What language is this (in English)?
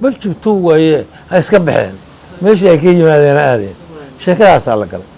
Somali